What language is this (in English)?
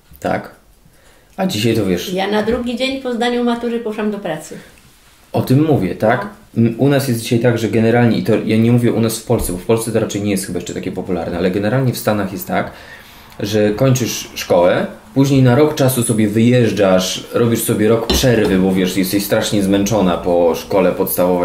Polish